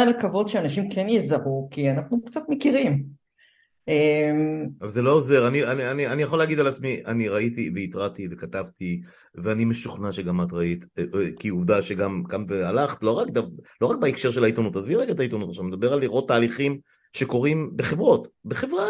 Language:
Hebrew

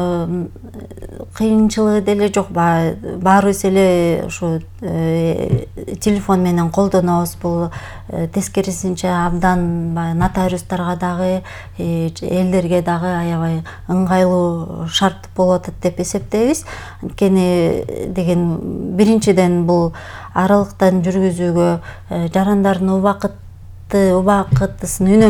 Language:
Kyrgyz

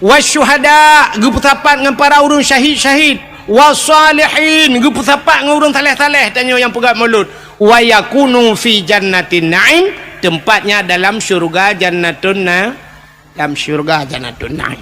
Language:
Achinese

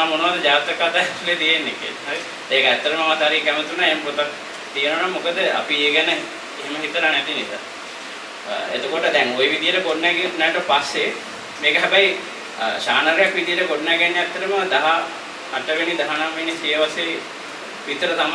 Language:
Sinhala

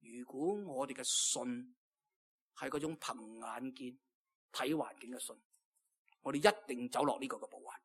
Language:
Cantonese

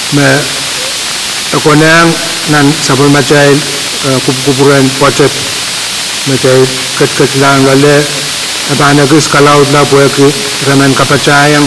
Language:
Pohnpeian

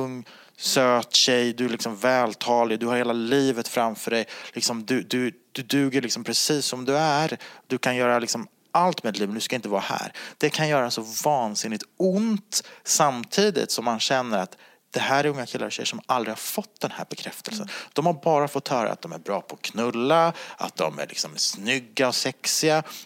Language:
Swedish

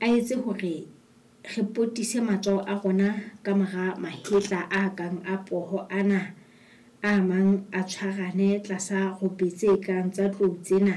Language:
Southern Sotho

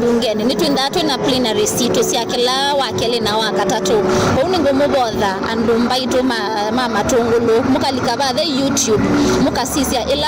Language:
Kamba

